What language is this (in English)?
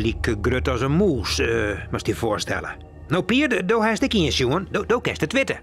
Western Frisian